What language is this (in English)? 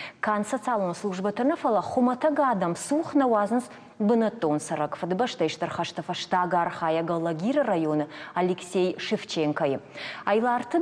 Ossetic